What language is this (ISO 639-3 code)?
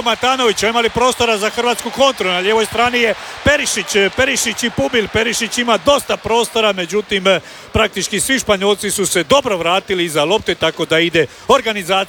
hrv